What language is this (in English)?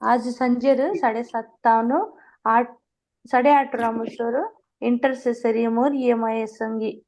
Konkani